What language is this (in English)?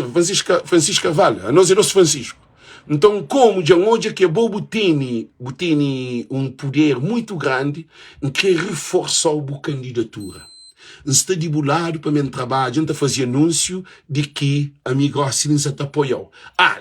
Kabuverdianu